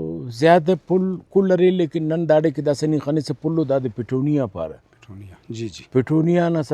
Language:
Brahui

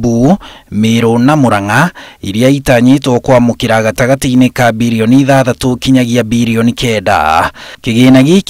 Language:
Kikuyu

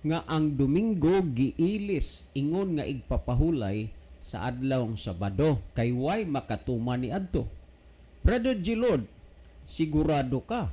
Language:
Cebuano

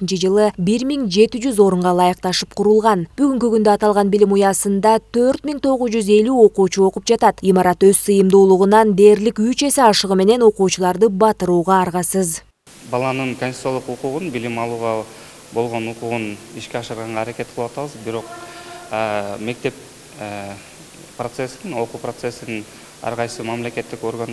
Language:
Kyrgyz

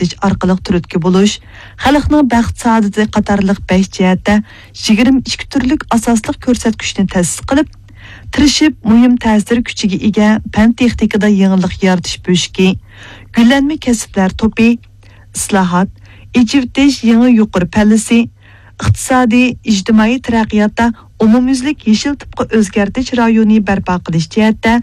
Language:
Uyghur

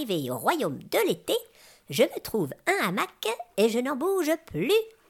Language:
French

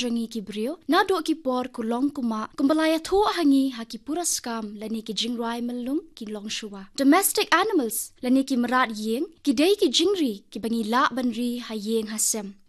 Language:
Khasi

